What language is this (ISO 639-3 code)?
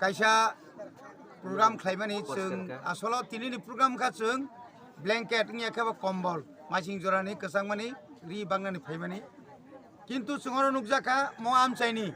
trp